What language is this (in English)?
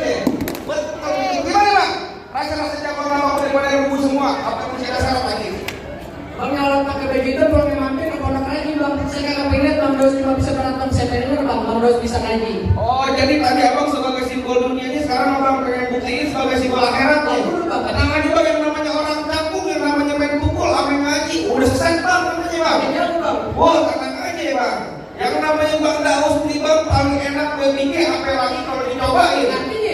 Betawi